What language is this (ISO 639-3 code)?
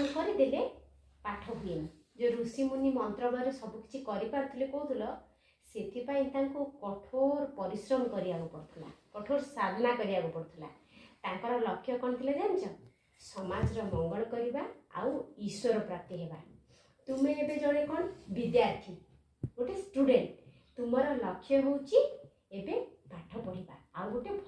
ori